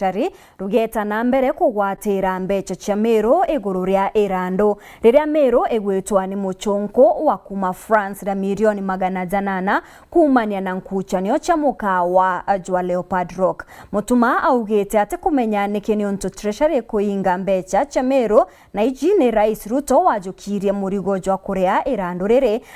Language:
Meru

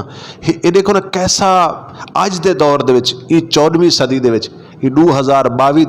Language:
Western Panjabi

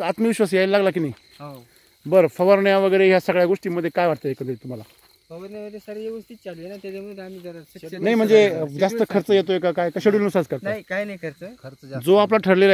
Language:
Marathi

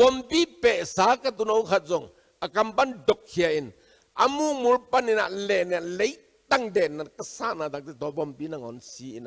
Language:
Tedim Chin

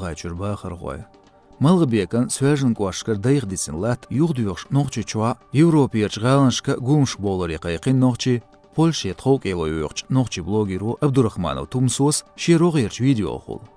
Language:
Chechen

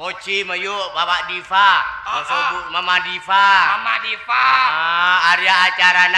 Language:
Madurese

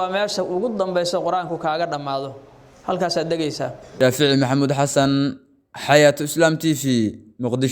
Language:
Somali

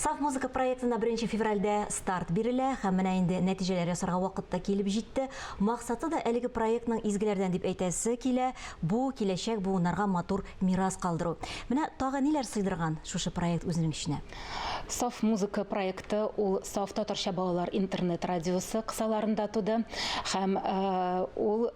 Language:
Tatar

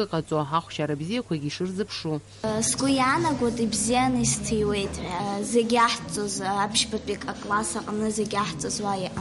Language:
Abkhazian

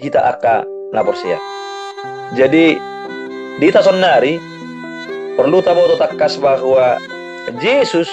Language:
Batak Toba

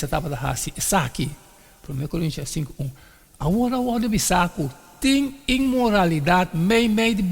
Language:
Papiamento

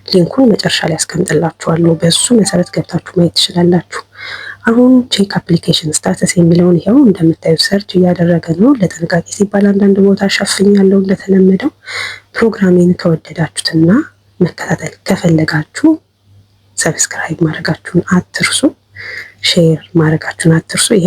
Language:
Amharic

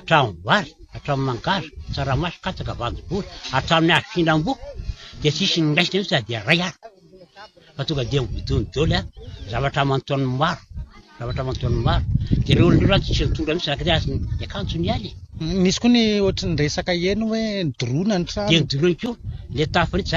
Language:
Malagasy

